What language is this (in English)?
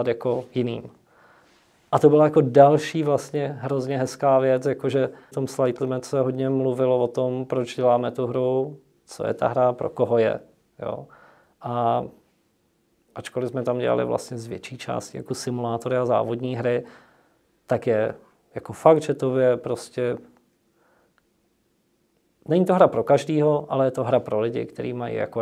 Czech